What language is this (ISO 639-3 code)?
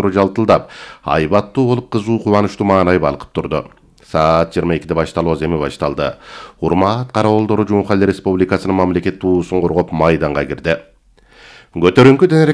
kir